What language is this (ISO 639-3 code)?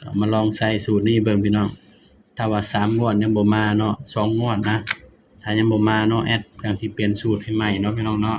tts